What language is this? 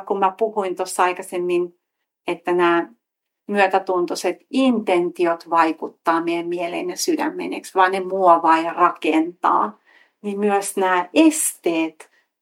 Finnish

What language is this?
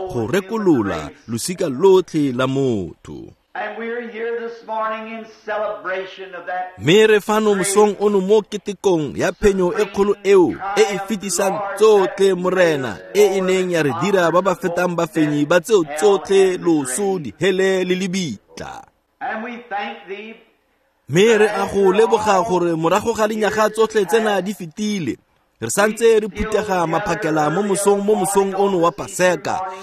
Tswana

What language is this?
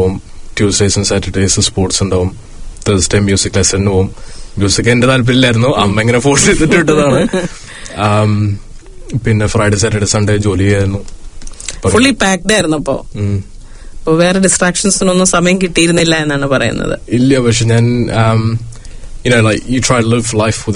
Malayalam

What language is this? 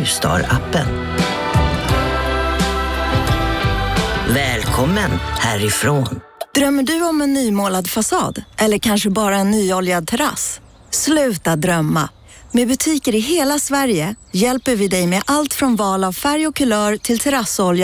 Swedish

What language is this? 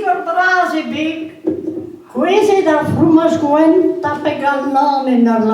Breton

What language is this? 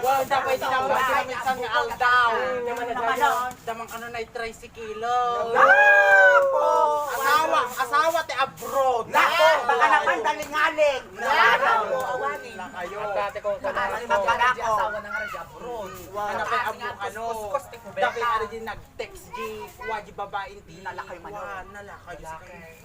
Iloko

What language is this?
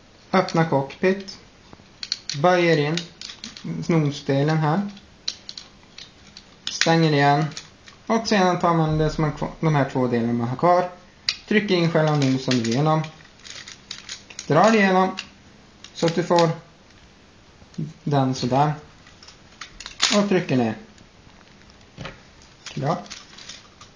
Swedish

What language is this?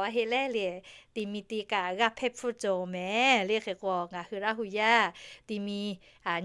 Lahu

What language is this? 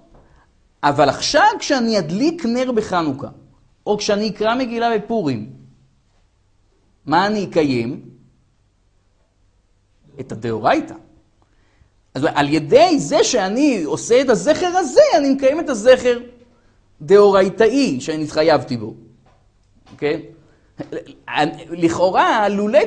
Hebrew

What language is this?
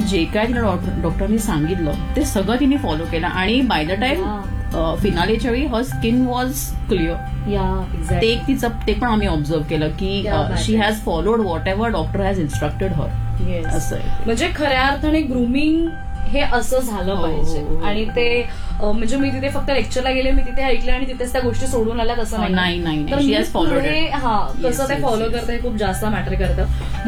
Marathi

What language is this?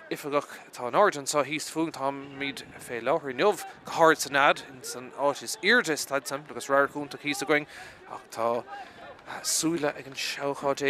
Irish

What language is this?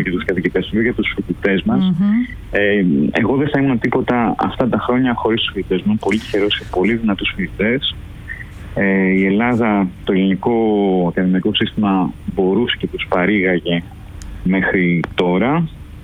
Greek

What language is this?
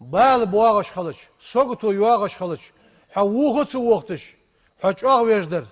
Ingush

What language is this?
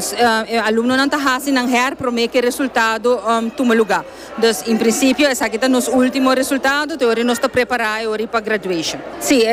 Papiamento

